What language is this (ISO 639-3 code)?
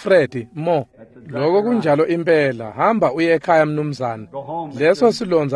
ssw